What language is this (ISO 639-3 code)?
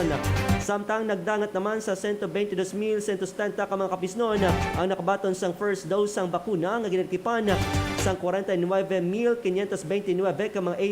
hil